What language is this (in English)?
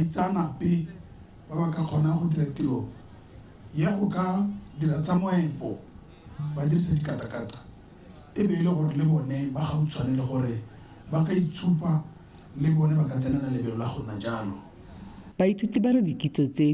Tswana